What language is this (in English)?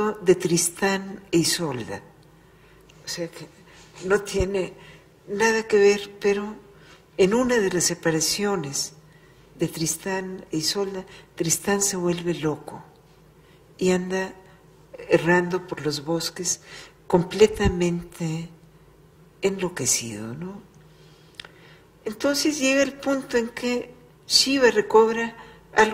Spanish